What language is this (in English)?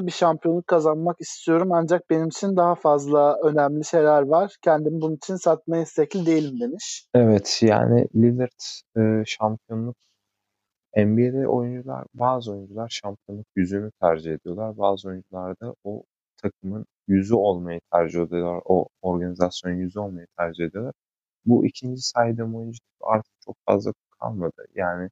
Turkish